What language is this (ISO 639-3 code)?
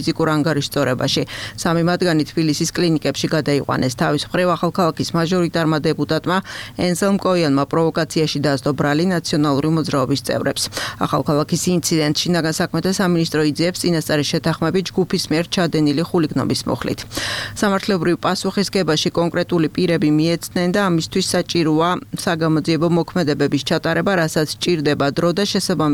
kat